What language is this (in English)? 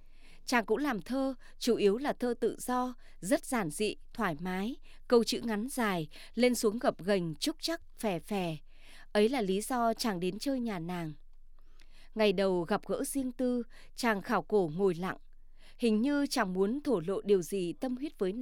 Vietnamese